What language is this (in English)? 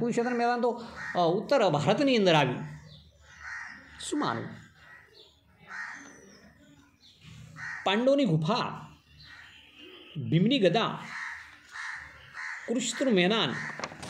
Gujarati